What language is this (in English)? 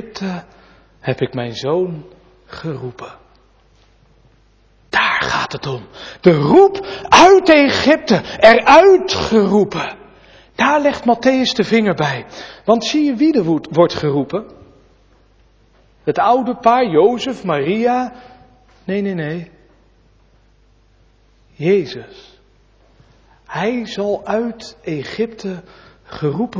Dutch